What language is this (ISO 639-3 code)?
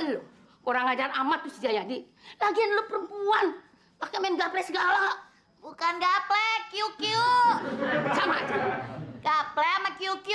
bew